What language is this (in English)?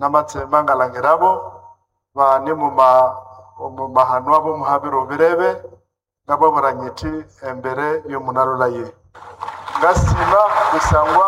Nande